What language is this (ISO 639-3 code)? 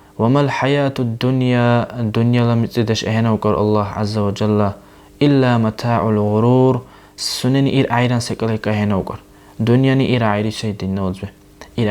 dar